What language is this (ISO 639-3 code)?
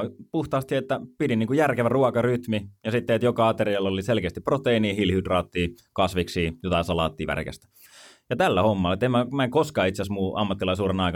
fin